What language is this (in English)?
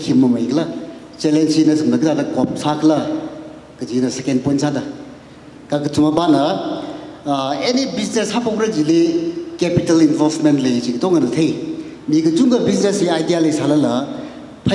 Tangkhul Naga (India)